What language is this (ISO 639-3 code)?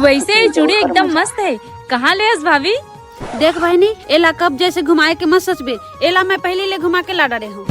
hne